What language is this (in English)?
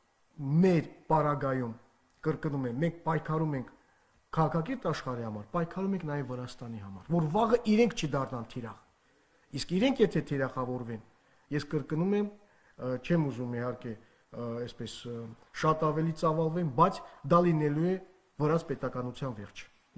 Armenian